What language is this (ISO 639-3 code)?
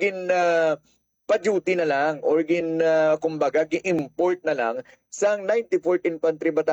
hil